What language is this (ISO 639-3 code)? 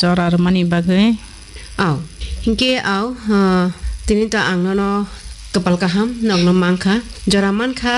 trp